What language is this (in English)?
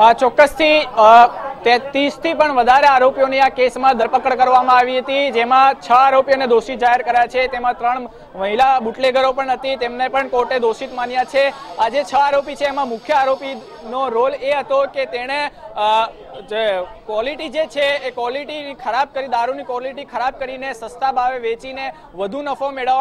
Gujarati